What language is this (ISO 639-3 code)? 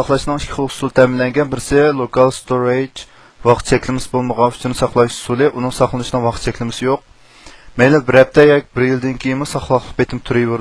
uig